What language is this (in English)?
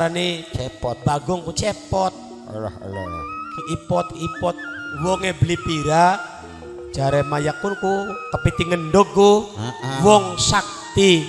Javanese